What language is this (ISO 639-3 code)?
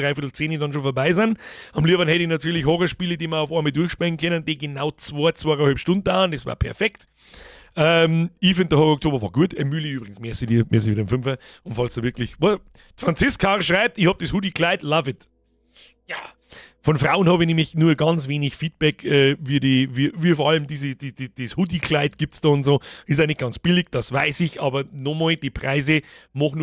bar